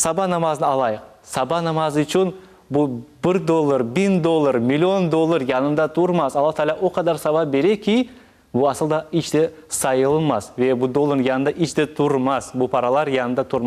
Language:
Crimean Tatar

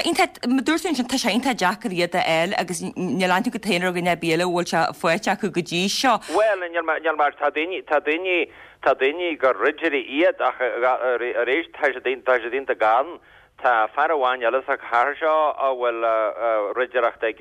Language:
Irish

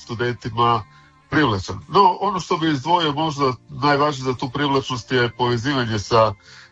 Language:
Croatian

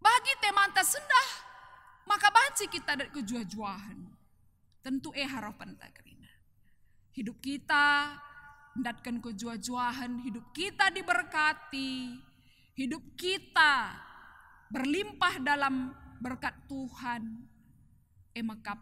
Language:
Batak Karo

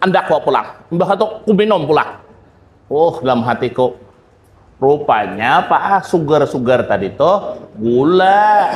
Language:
Banjar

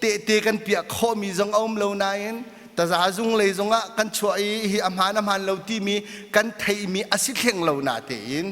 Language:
Hakha Chin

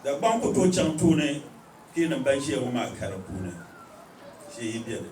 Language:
Dagbani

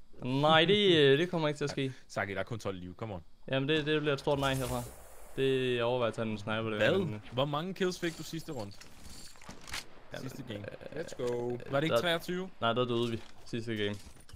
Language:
Danish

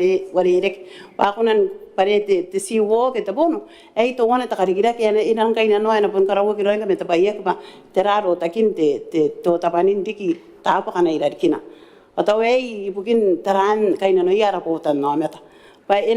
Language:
Gilbertese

